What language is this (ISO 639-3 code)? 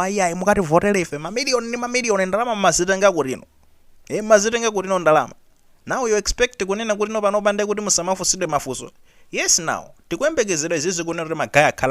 nya